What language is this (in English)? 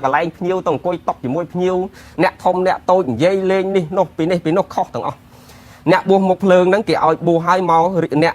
Khmer